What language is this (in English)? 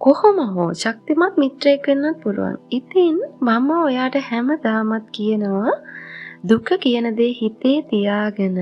Sinhala